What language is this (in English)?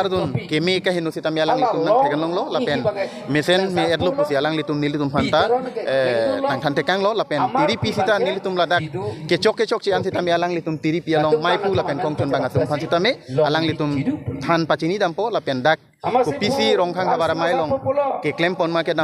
Karbi